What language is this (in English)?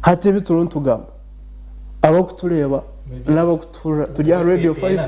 Nyankole